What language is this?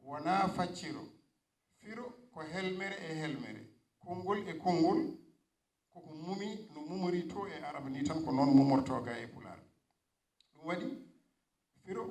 Fula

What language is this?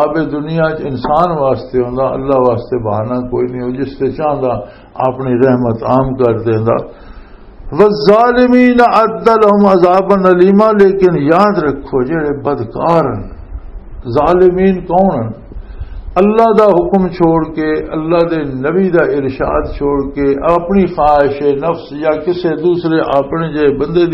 Western Panjabi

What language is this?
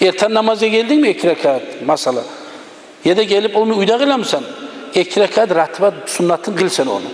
Kumyk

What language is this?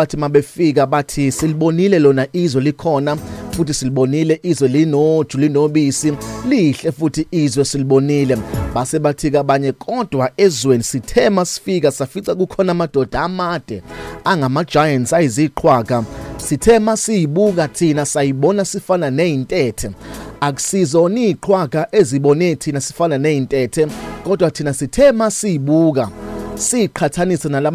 Zulu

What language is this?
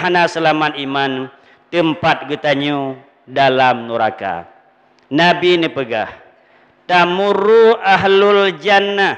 Achinese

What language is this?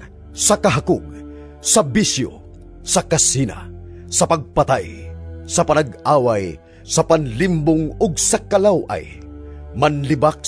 Cebuano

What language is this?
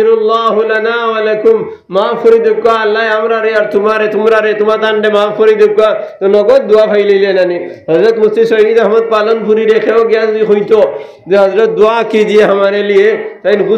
Sylheti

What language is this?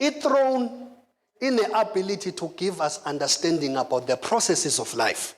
Zulu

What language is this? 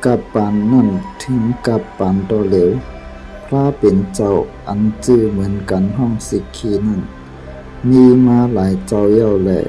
Shan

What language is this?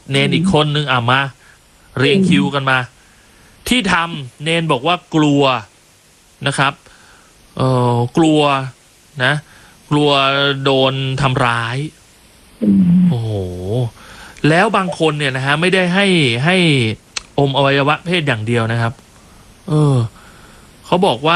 Thai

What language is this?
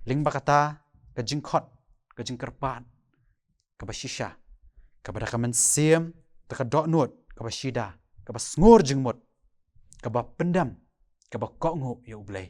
Khasi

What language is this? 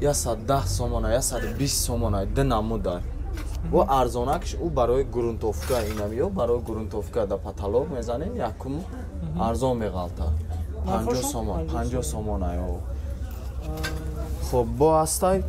Tajik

